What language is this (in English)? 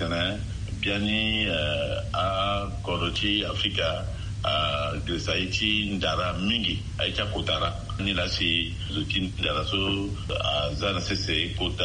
Sango